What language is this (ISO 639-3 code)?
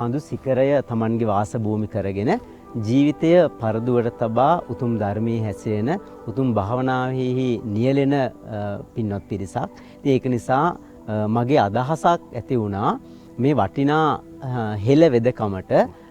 sin